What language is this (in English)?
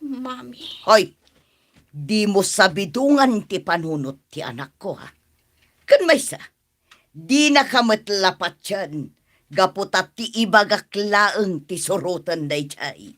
Iloko